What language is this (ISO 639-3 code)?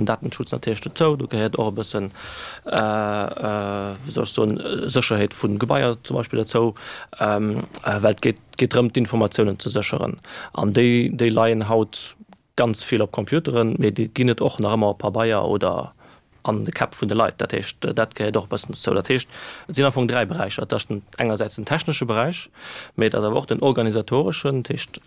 ltz